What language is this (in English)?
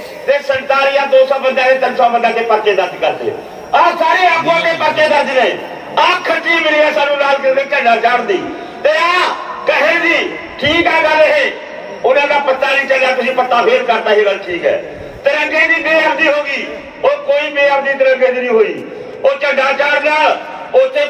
Punjabi